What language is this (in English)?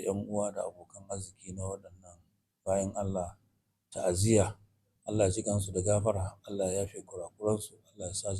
Hausa